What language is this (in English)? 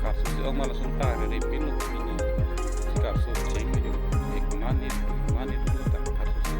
Karbi